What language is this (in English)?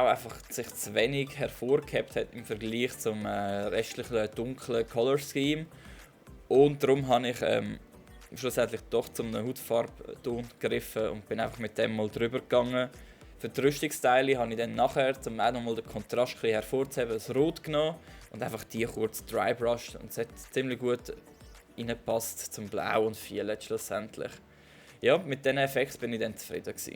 Swiss German